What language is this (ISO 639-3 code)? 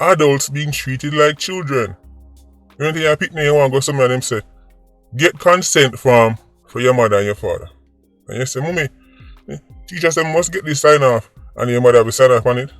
jam